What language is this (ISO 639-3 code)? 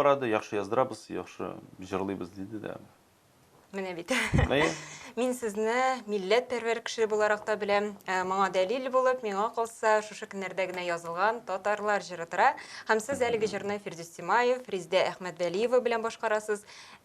tat